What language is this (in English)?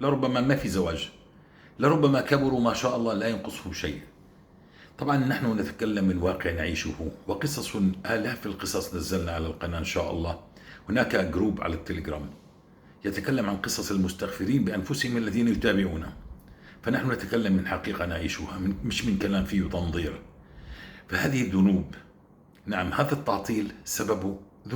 North Levantine Arabic